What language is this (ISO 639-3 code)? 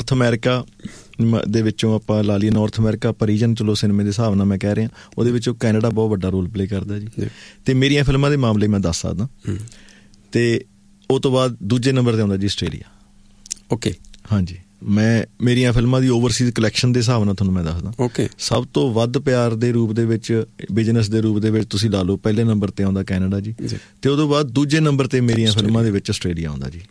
pan